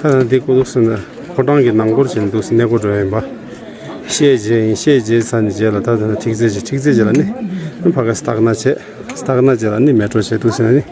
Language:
Tibetan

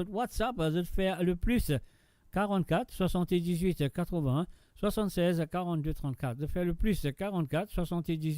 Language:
Morisyen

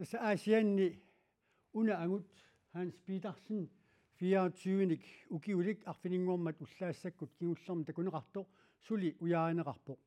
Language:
Kalaallisut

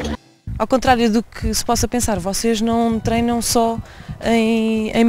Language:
Portuguese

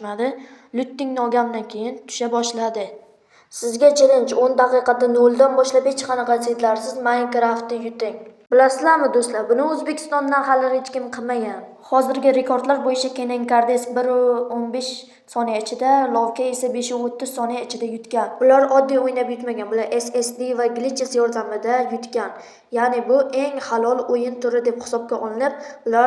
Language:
Uzbek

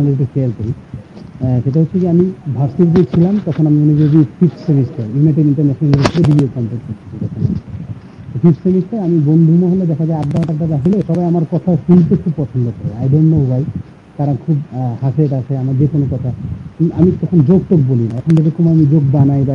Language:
Bangla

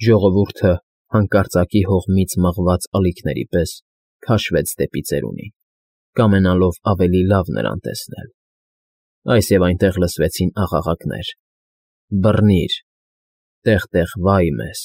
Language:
Armenian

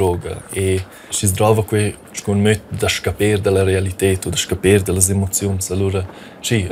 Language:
Romansh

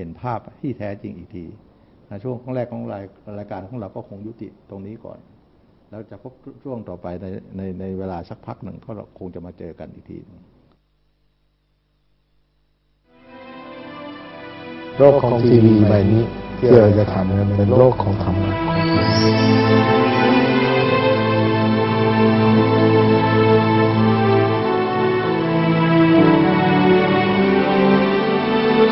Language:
Thai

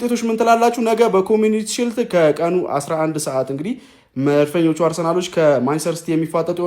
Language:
Amharic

